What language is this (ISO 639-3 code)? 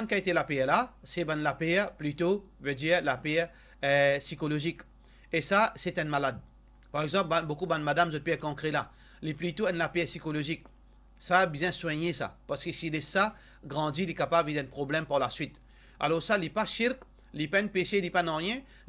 mfe